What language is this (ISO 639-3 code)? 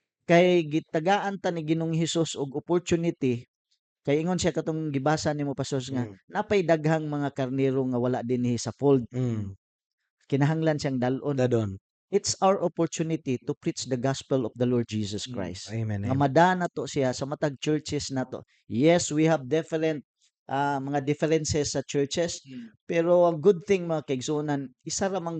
ceb